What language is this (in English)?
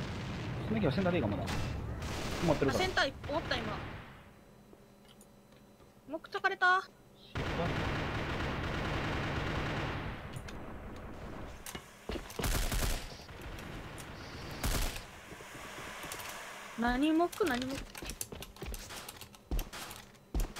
Japanese